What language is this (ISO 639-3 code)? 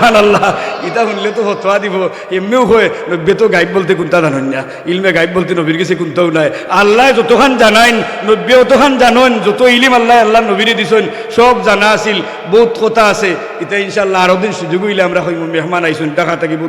syl